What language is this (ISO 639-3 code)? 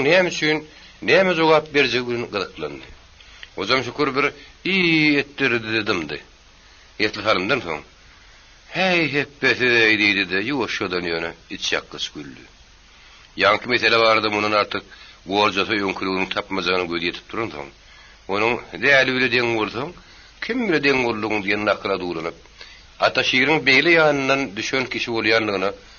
tuk